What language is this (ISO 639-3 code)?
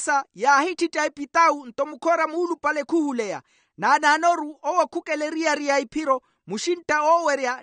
vmw